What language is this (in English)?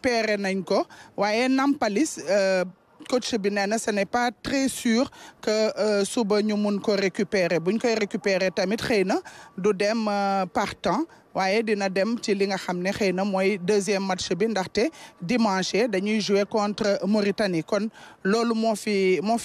Wolof